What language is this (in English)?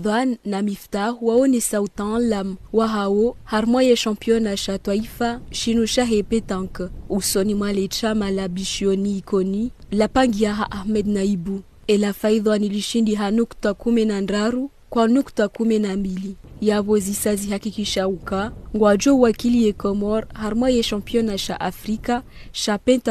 Ngazidja Comorian